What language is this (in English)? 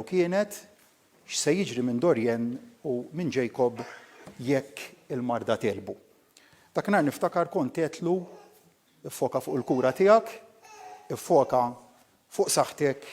Maltese